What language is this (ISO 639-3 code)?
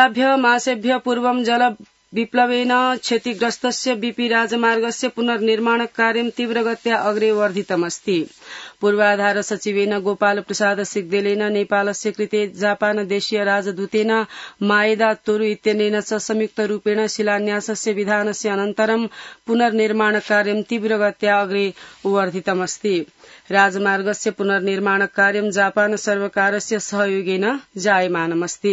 san